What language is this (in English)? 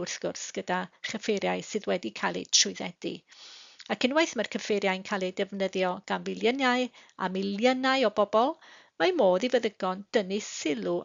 Welsh